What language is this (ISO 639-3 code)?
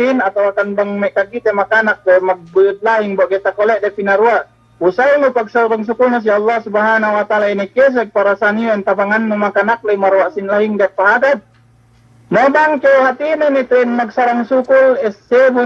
yka